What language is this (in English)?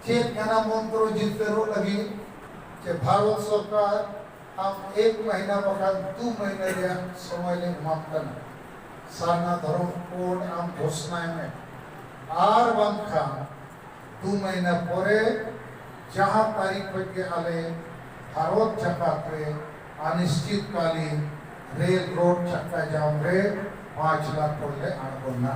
Santali